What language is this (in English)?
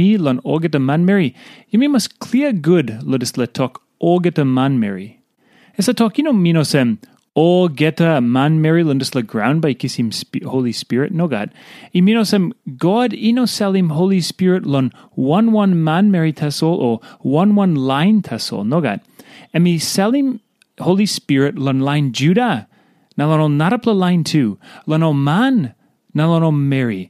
Tok Pisin